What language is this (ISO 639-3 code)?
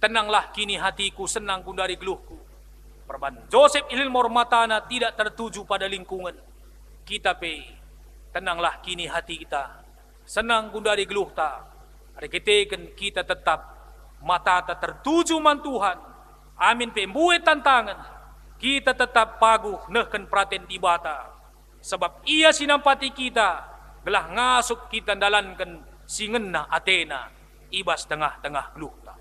btx